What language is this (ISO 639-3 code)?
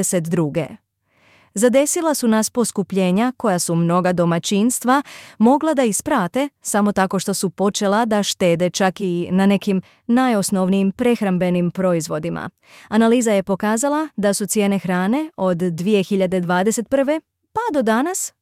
srp